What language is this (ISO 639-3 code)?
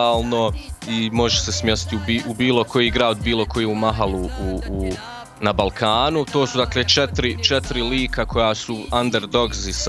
bos